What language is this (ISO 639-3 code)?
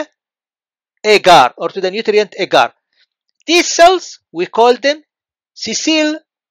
eng